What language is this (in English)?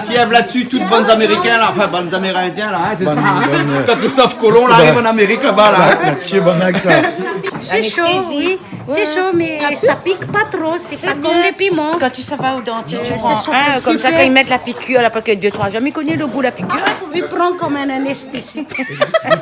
Réunion Creole French